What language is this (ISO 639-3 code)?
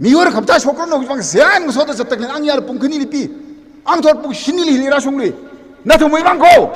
nmf